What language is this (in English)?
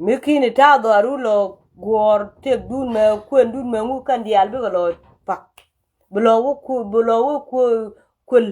Nuer